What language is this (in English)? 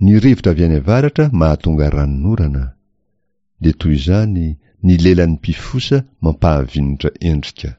Malagasy